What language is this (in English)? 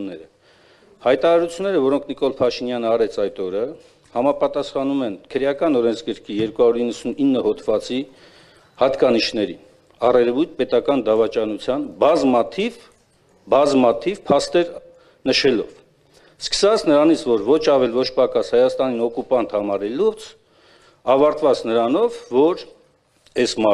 Armenian